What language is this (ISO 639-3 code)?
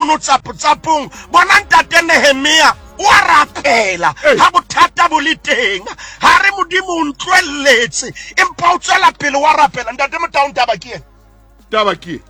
sot